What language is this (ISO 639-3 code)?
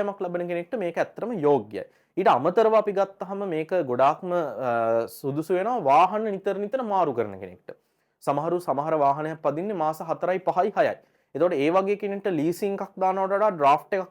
sin